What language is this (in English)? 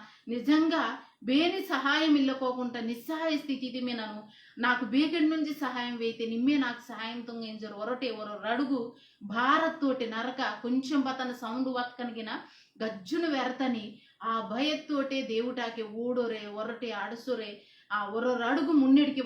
Koya